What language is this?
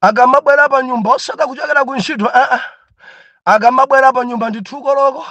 Nyanja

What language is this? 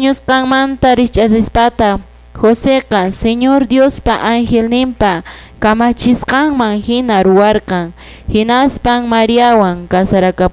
Quechua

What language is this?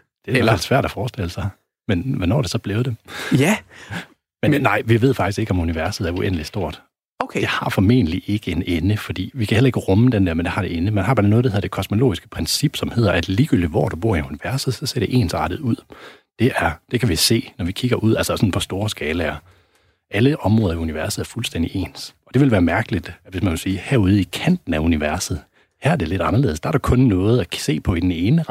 Danish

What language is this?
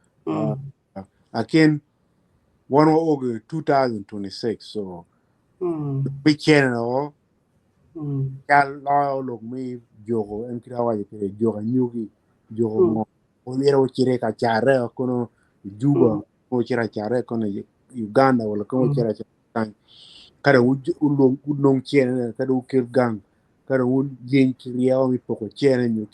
Acoli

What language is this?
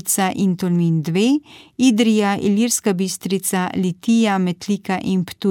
Slovenian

